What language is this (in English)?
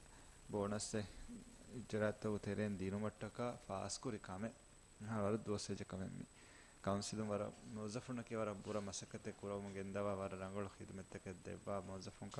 Divehi